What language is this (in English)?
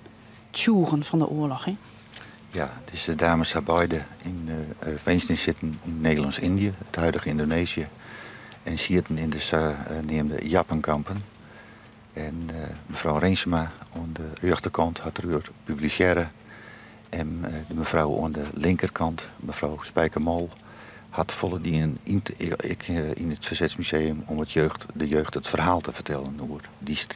Western Frisian